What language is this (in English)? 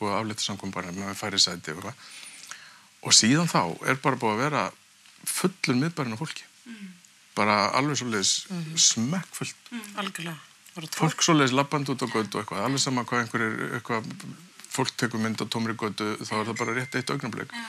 Icelandic